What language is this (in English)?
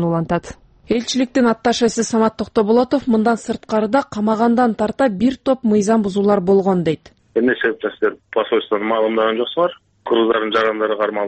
Kyrgyz